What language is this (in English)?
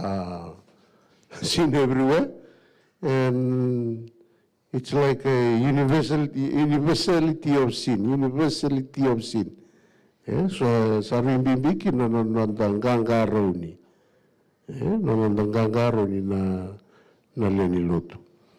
Fijian